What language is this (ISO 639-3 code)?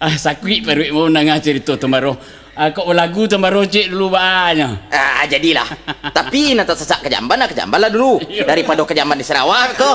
min